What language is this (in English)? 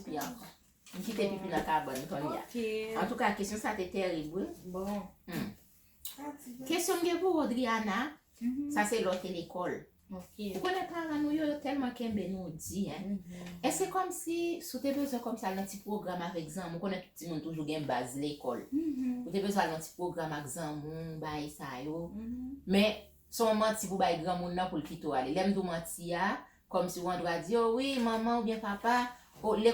Haitian Creole